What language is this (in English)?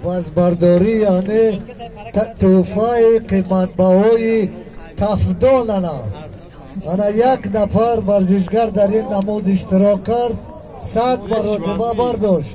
Tajik